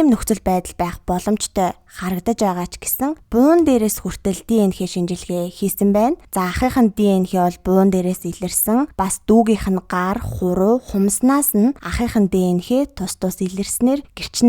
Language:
Mongolian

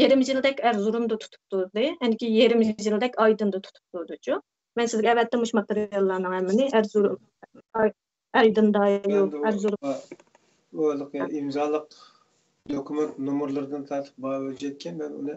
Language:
Uyghur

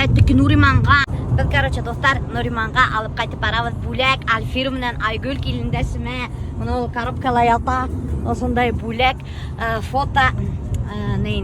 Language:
Bashkir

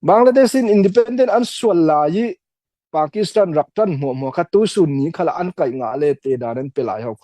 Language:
Falam Chin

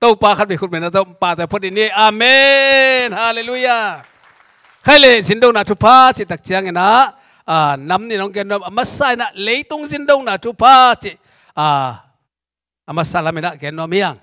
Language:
Tedim Chin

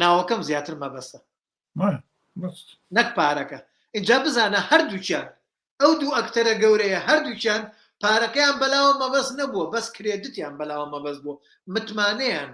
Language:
Central Kurdish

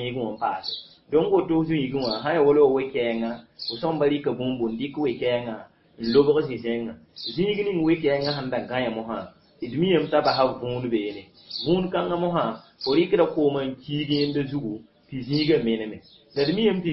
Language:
Mossi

